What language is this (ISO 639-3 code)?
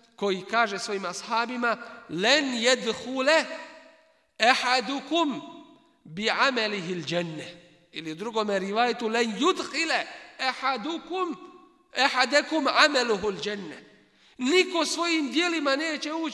bos